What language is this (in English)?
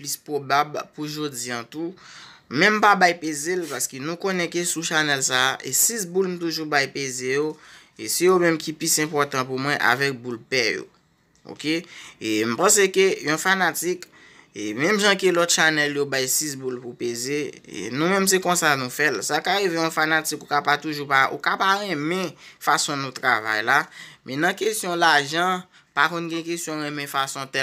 Haitian Creole